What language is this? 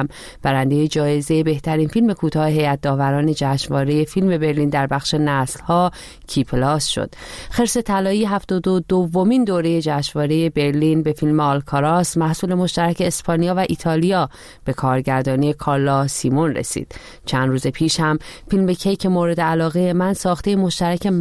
Persian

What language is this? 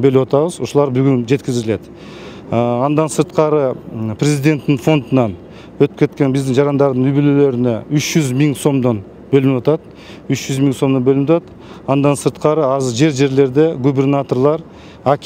Kyrgyz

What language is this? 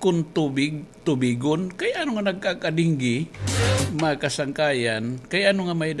Waray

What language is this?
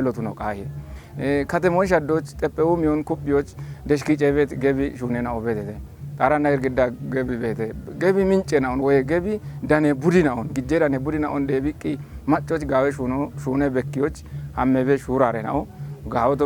Kafa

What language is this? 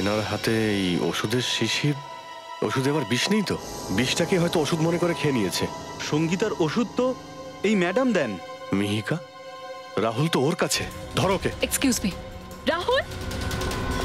Bangla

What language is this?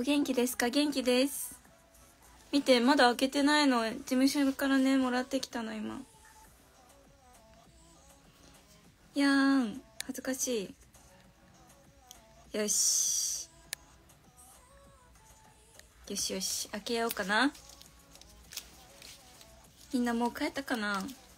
Japanese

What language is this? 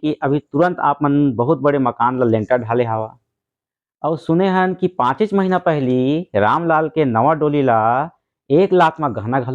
Chhattisgarhi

